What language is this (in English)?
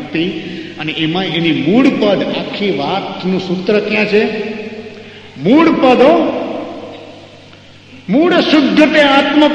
Gujarati